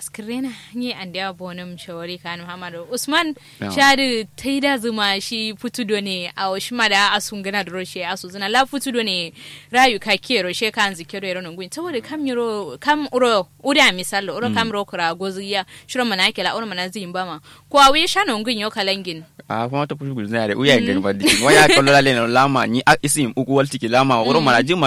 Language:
Kanuri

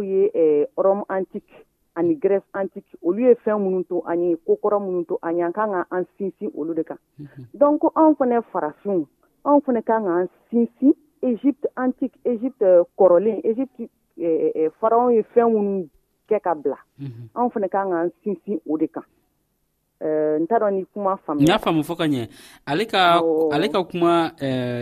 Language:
Dyula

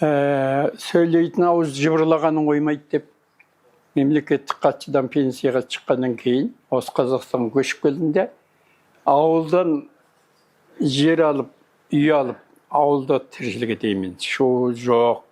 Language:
Kazakh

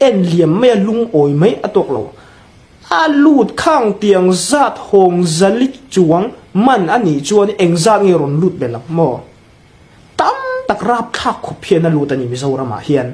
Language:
Hmar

